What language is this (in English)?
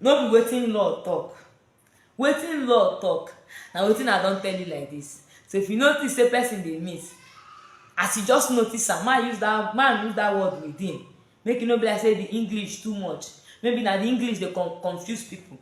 Nigerian Pidgin